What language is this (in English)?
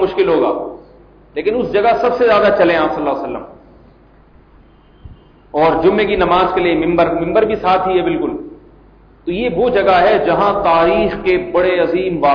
Urdu